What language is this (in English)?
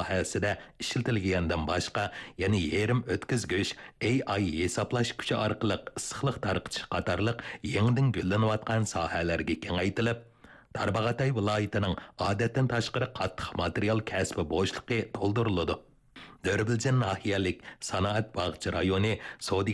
Uyghur